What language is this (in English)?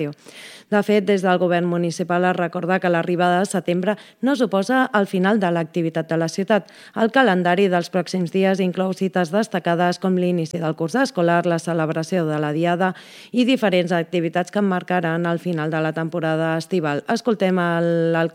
Catalan